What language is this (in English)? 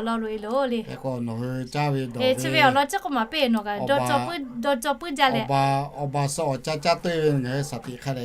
Lahu